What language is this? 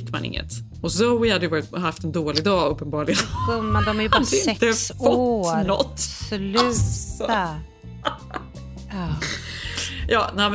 Swedish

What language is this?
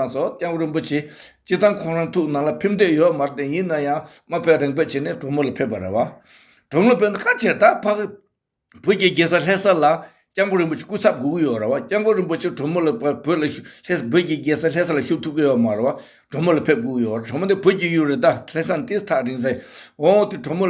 Tibetan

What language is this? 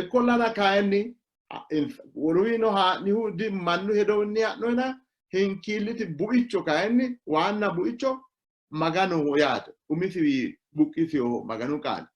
Sidamo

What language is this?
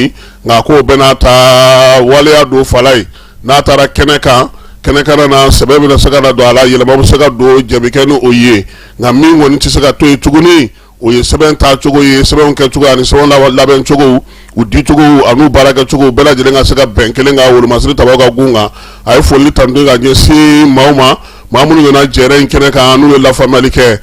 Bambara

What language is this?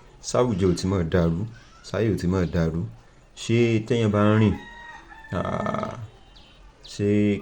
Yoruba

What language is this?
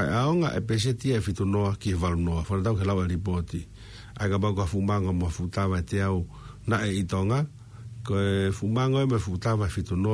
Tongan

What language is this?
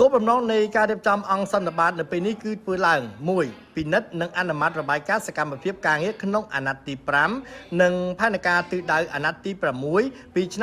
Khmer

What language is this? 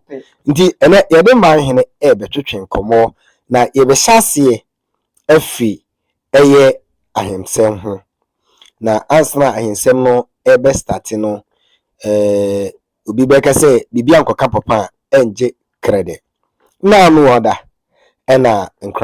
Akan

